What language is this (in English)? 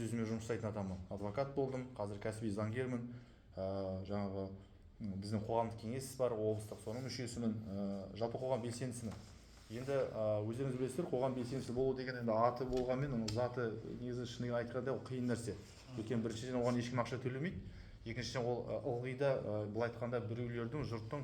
Kazakh